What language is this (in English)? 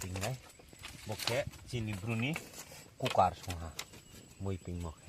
Riang (India)